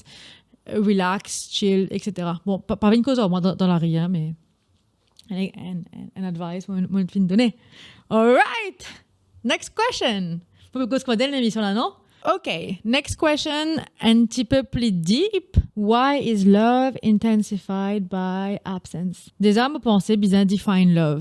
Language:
Morisyen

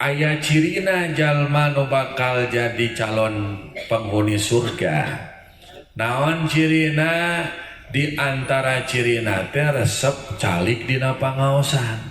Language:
Sundanese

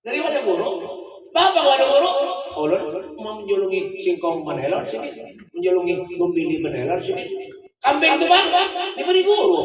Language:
Banjar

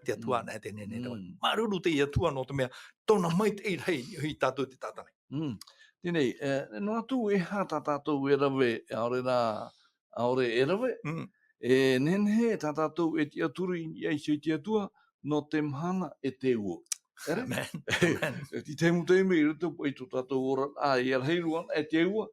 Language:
Tahitian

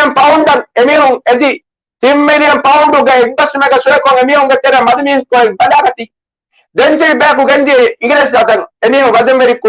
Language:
Divehi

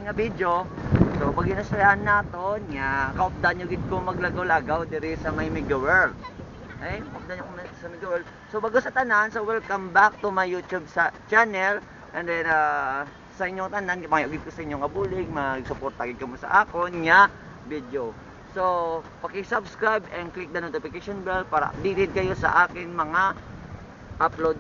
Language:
Hiligaynon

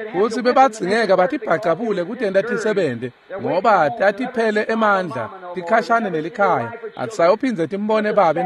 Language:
Swati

